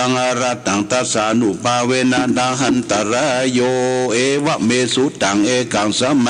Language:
Pali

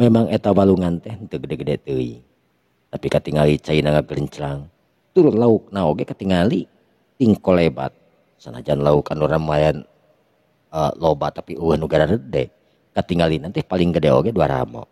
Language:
Sundanese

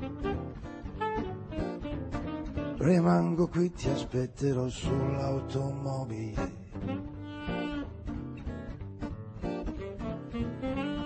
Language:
Italian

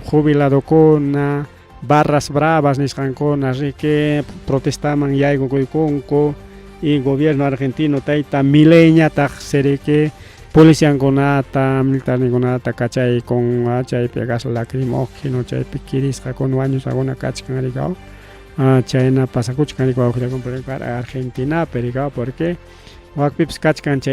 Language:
Ayacucho Quechua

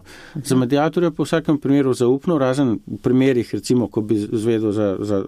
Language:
Slovenian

